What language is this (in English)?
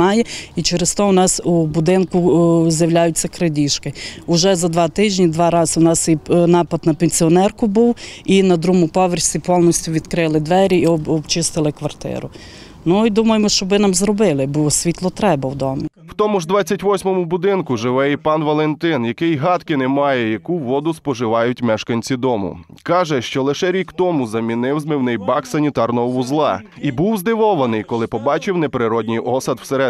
Ukrainian